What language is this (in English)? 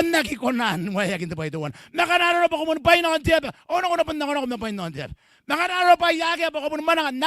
Gilbertese